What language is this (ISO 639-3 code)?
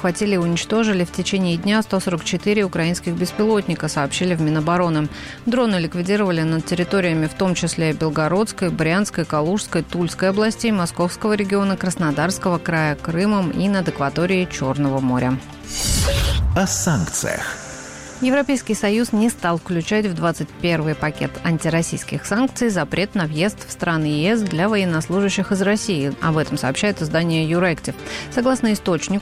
rus